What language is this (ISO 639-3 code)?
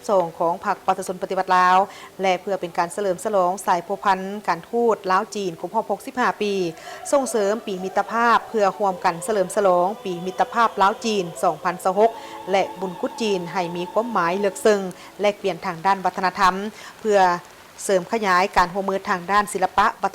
lao